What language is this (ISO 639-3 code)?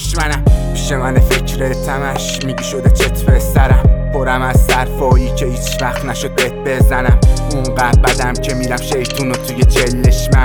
fas